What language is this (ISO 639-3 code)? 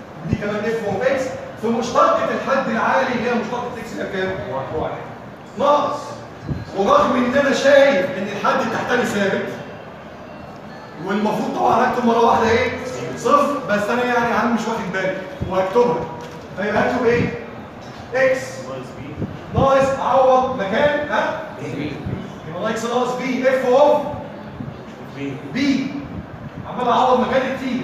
arz